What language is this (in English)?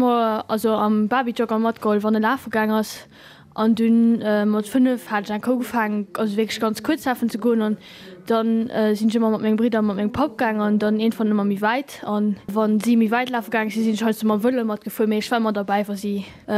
Luxembourgish